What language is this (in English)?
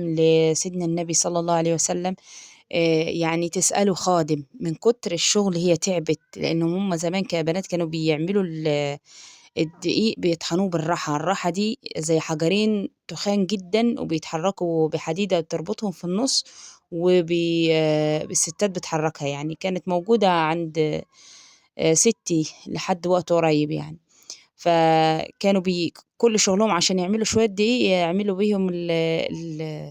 Egyptian Arabic